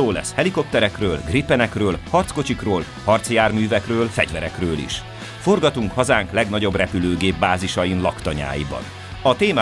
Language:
Hungarian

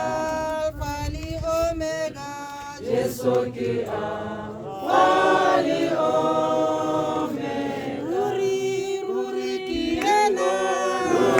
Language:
Tswana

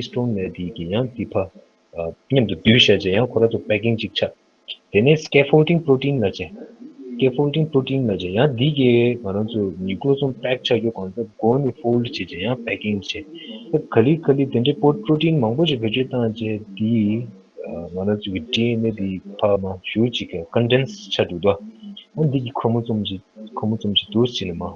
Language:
Tibetan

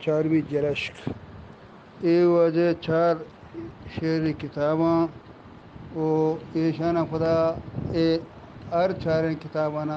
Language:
Eastern Balochi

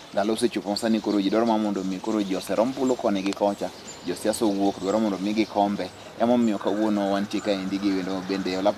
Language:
Luo (Kenya and Tanzania)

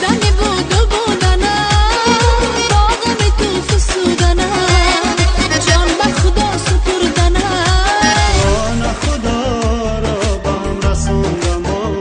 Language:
Tajik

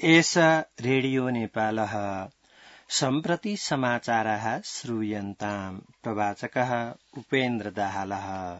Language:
Sanskrit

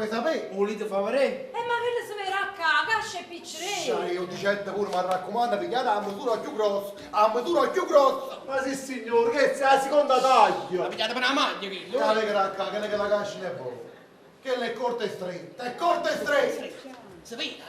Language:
Neapolitan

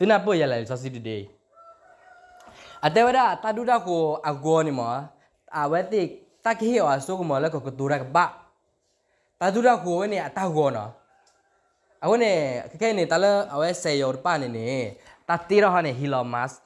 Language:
S'gaw Karen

